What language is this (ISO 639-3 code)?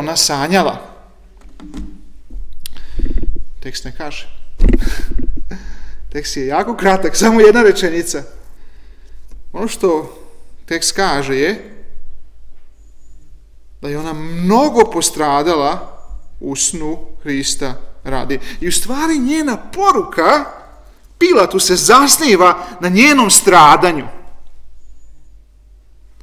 srp